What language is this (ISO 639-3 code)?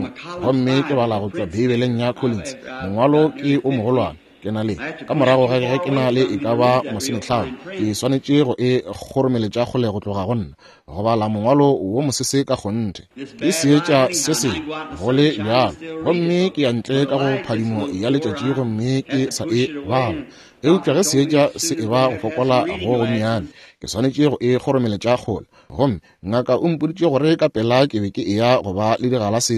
nso